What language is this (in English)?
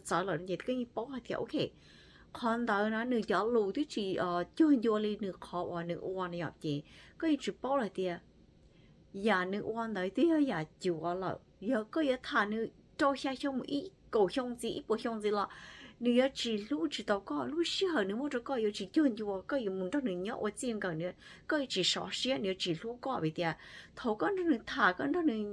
Hmong